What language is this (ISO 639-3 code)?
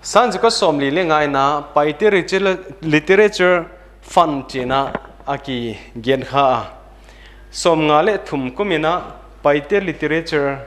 pck